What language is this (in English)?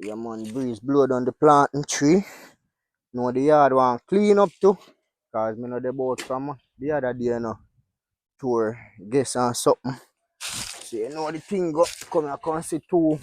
Jamaican Creole English